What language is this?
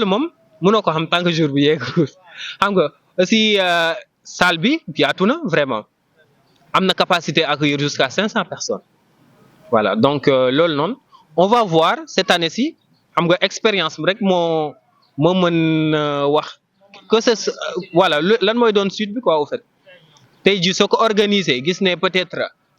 Wolof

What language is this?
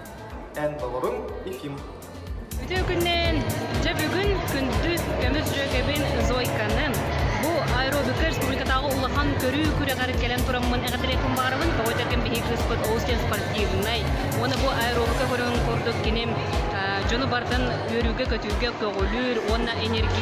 Yakut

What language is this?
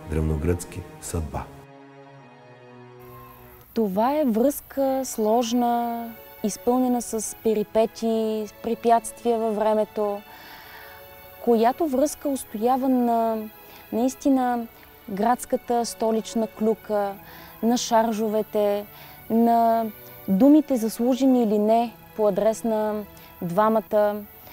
Bulgarian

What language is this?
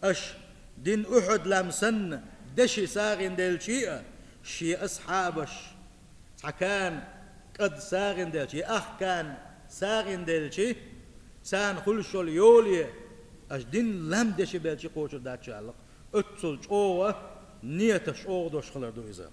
Chechen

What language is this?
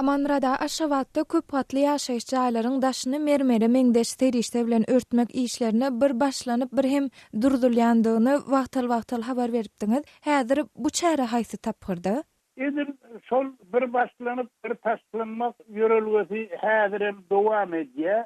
Turkmen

